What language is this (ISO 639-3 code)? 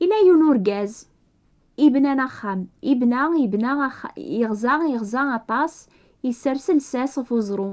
kab